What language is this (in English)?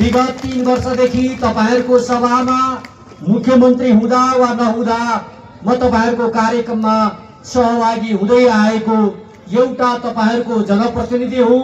Nepali